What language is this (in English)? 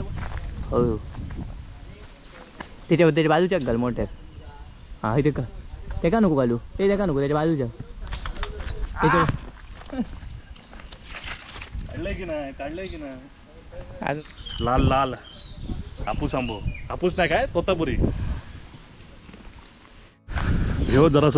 Marathi